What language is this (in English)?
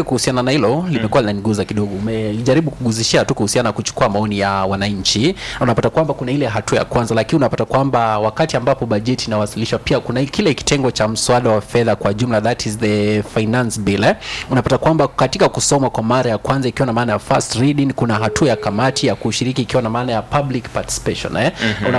Swahili